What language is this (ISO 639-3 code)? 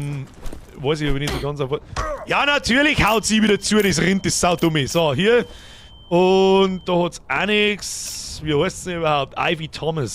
bar